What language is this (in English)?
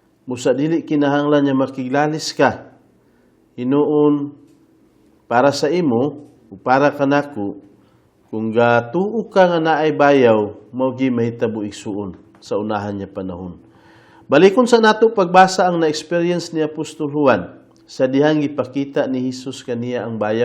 Cebuano